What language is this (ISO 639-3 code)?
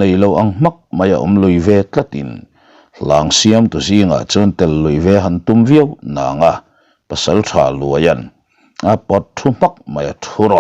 lus